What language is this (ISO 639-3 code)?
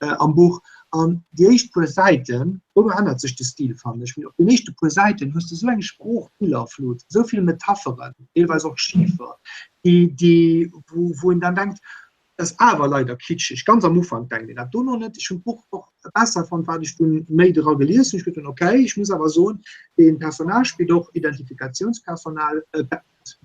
ltz